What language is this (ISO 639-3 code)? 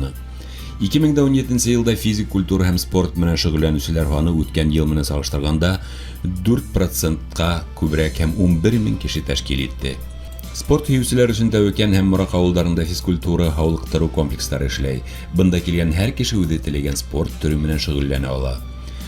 bak